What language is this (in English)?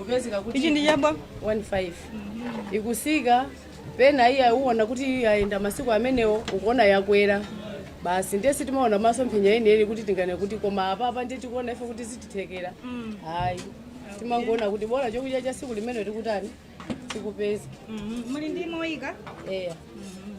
Nyanja